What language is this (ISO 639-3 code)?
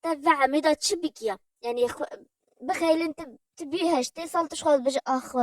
kur